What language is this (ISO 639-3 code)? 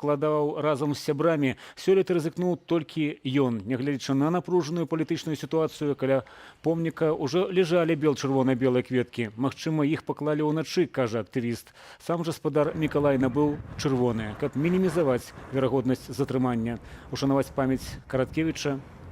bel